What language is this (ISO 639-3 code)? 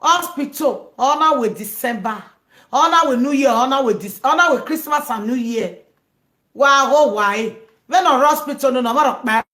pcm